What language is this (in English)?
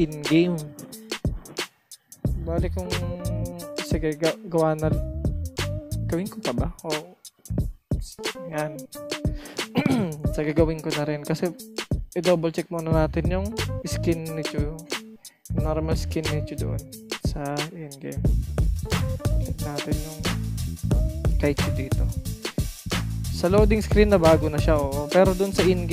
Filipino